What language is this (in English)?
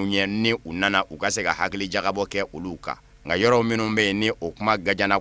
Bambara